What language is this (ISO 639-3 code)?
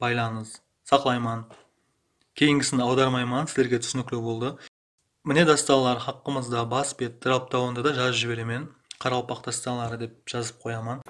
kaa